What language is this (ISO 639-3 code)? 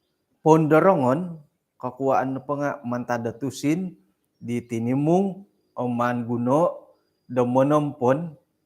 dtp